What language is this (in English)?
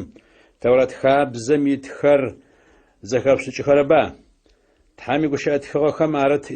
Adyghe